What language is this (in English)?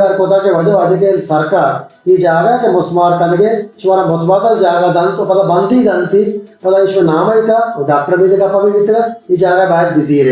Baluchi